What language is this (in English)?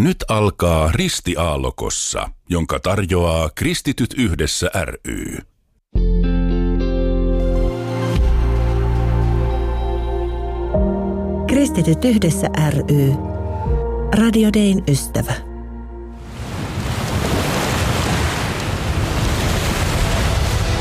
Finnish